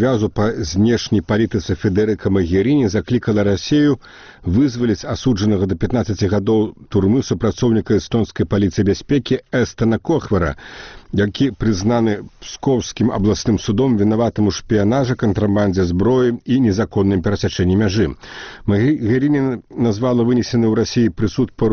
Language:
Belarusian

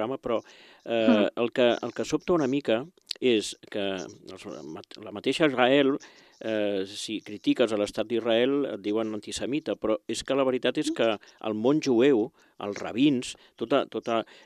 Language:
Catalan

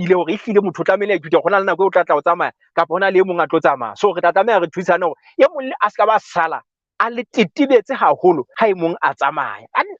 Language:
Southern Sotho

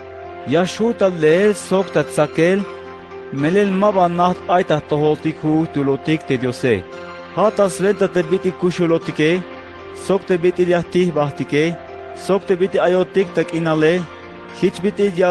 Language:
Tzeltal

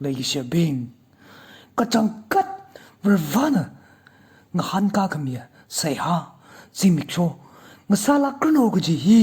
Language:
Tangkhul Naga (India)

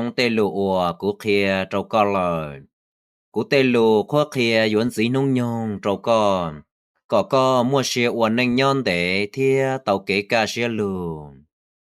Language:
Hmong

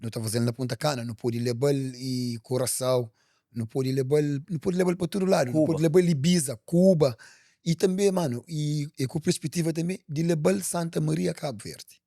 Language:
Kabuverdianu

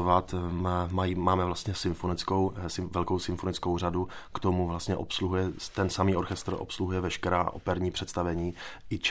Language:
Czech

